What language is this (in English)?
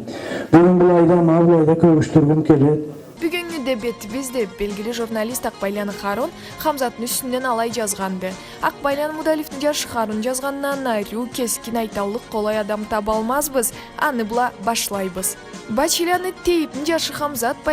Karachay-Balkar